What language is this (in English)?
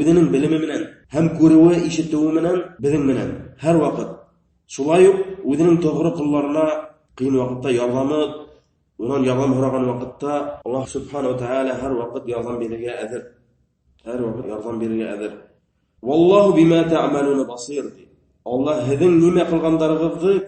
Bashkir